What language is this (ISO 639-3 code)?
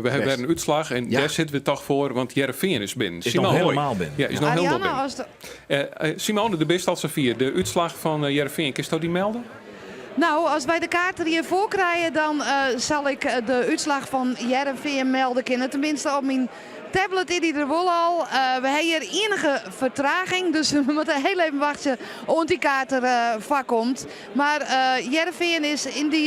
fry